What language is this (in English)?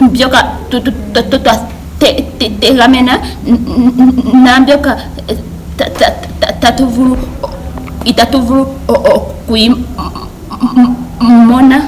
Ndonga